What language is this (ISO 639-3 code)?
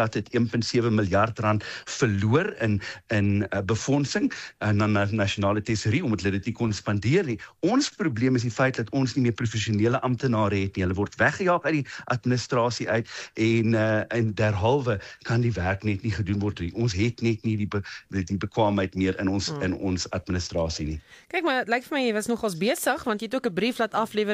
afr